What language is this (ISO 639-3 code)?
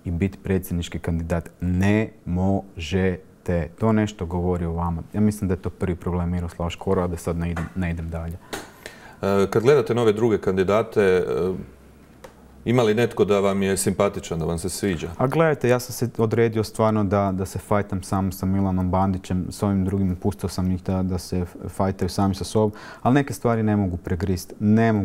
hrv